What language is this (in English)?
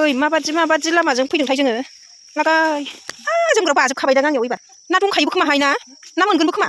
Bodo